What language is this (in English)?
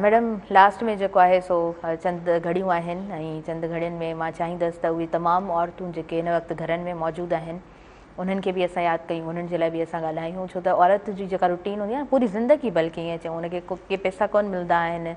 Sindhi